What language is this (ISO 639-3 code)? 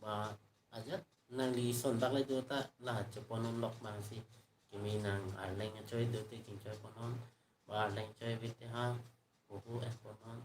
mjw